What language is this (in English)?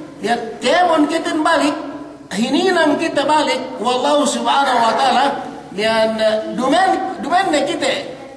Yakan